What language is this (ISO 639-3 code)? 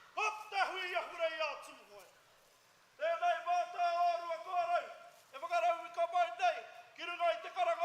mri